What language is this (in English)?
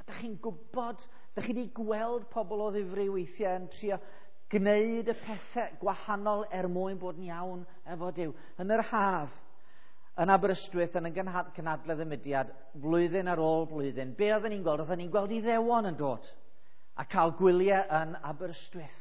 Welsh